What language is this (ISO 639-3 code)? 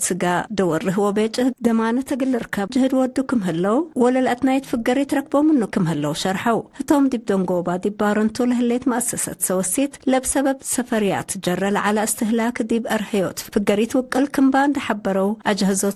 tig